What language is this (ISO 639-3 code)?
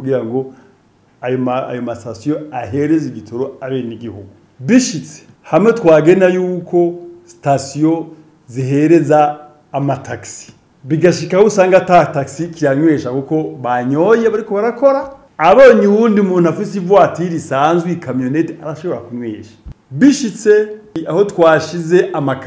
run